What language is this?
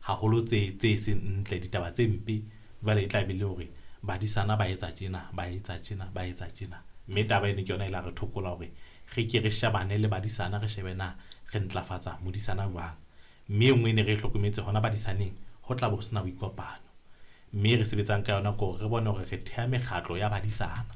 Southern Sotho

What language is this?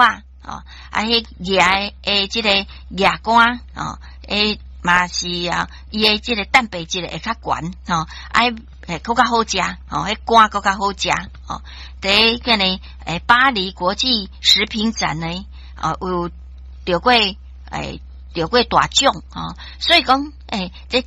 Min Nan Chinese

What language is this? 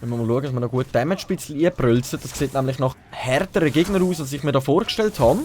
Swiss German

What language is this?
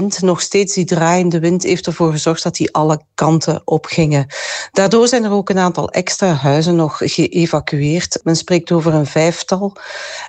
Dutch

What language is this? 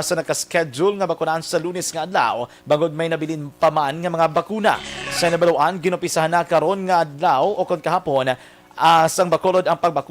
Hiligaynon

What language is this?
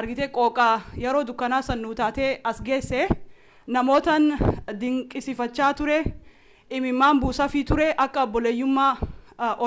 Oromo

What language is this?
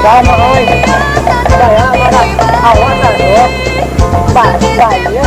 Minangkabau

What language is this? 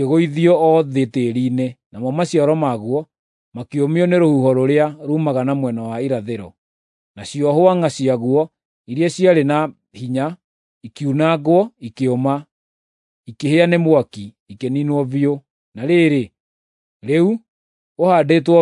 Kikuyu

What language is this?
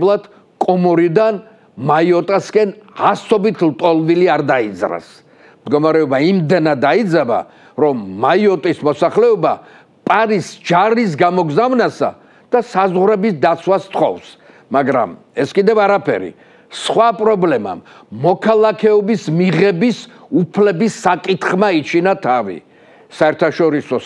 Georgian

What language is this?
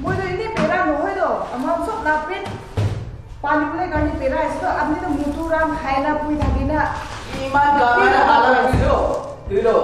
Naga Pidgin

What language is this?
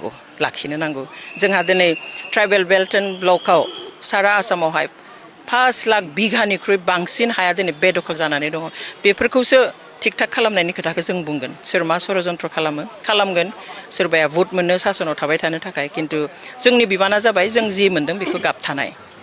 Bodo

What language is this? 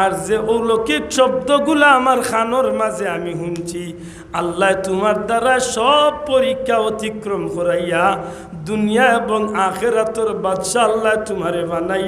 Sylheti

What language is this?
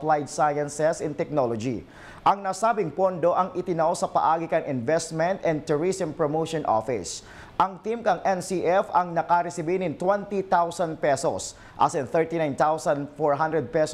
Bikol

